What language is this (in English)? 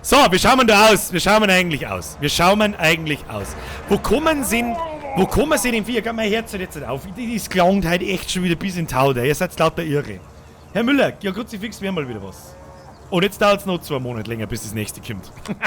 Bavarian